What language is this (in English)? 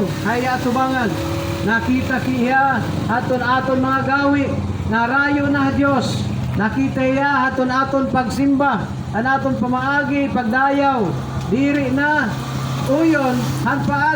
Waray